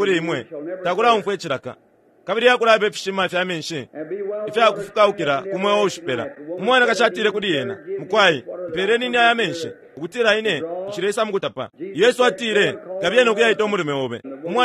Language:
Bemba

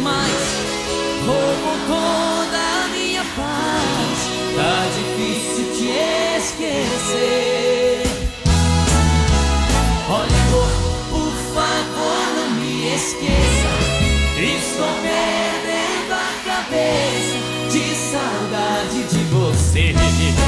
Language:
Portuguese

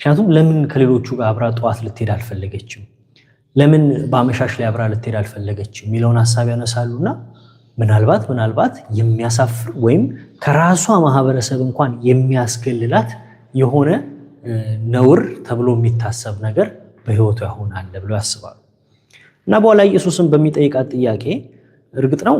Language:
Amharic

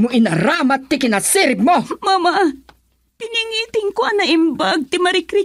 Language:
Iloko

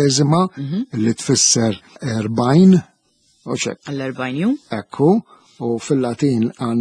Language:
Maltese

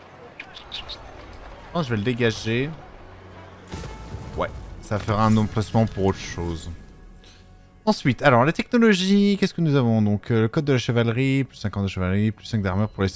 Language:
French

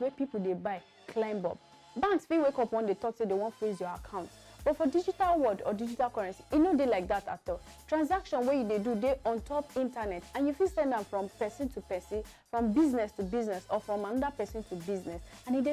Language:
Nigerian Pidgin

